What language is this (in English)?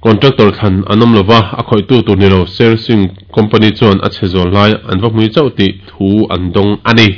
Mizo